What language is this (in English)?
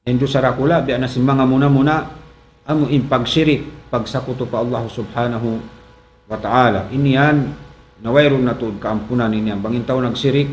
Tausug